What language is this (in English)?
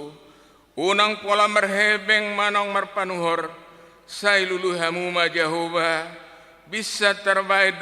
Batak Toba